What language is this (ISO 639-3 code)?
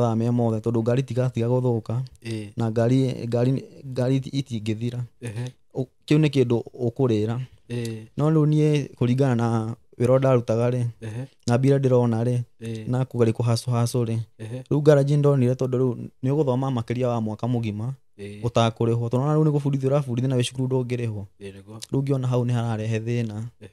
kik